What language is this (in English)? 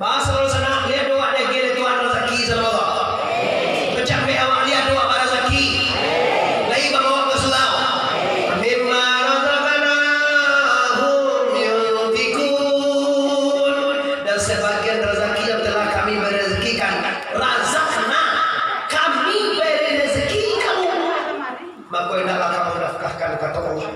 Minangkabau